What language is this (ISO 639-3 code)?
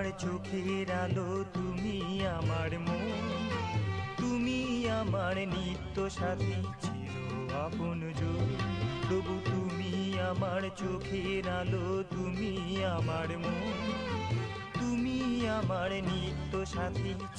ben